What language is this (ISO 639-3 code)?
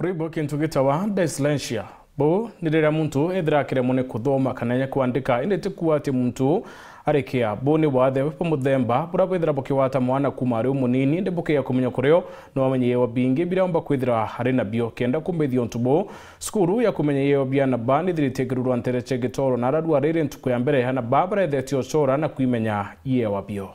mer